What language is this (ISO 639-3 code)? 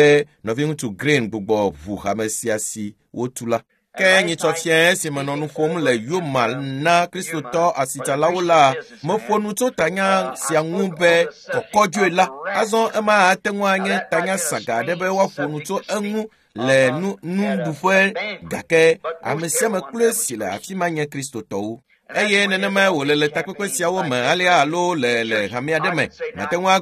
ewe